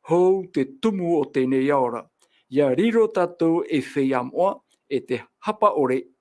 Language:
Tahitian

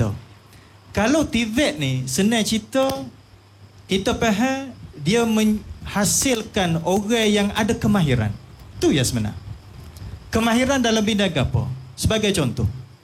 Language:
Malay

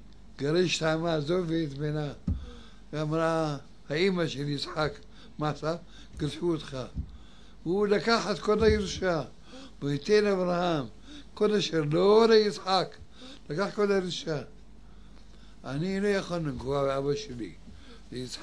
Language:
Hebrew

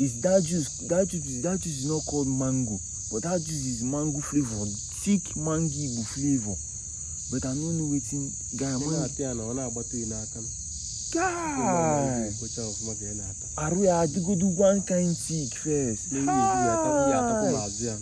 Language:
Igbo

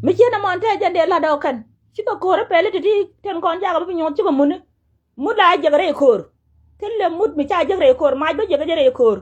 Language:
Nuer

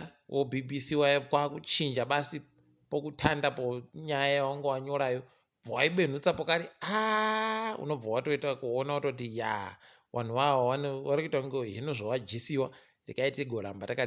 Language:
Ndau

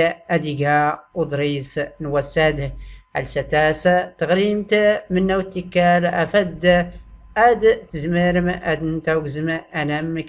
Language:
Tachelhit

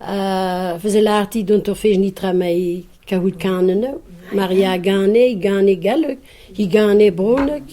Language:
Breton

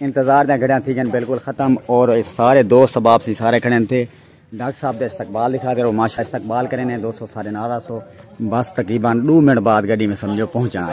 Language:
Saraiki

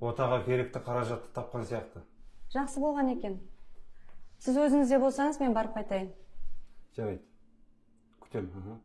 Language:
Kazakh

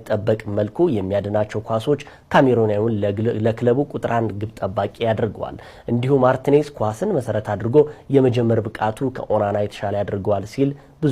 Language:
Amharic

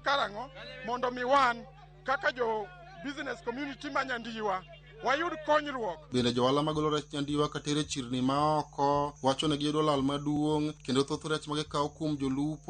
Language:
Luo (Kenya and Tanzania)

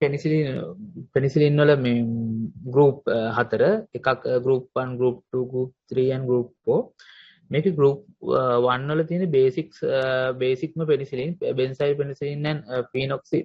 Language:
Sinhala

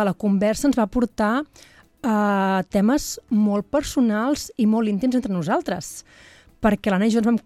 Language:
Catalan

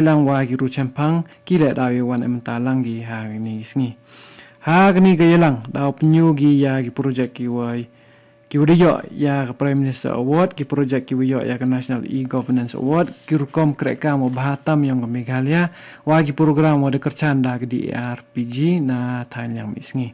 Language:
Khasi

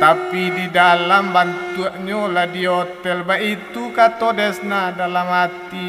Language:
Minangkabau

